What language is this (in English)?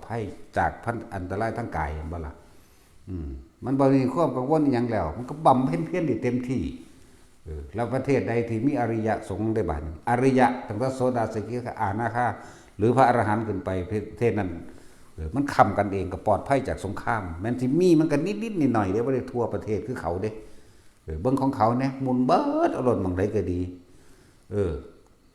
Northeastern Thai